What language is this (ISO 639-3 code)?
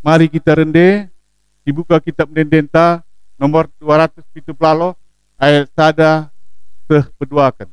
btx